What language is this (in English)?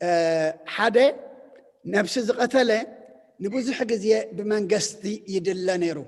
Tigrinya